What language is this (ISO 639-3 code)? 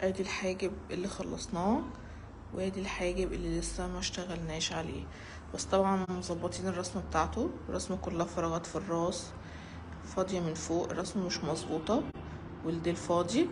arz